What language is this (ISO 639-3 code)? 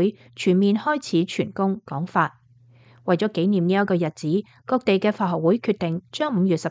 yue